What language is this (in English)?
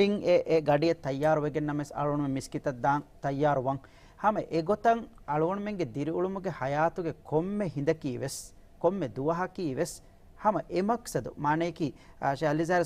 Divehi